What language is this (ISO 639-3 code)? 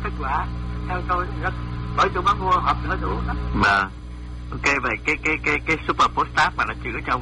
vie